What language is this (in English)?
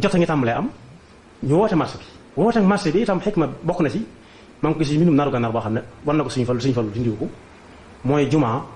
Wolof